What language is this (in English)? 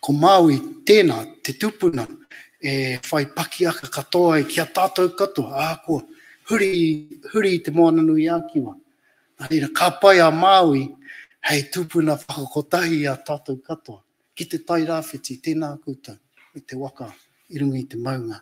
Māori